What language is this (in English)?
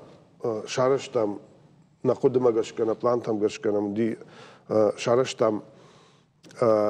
Ossetic